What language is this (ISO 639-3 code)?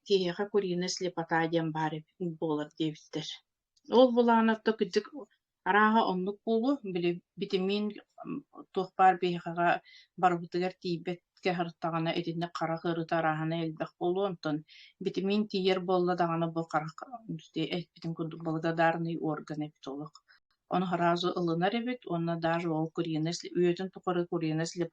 sah